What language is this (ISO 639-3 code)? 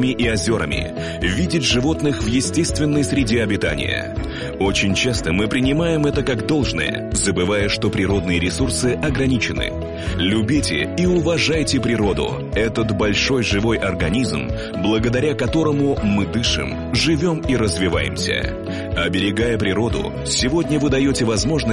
rus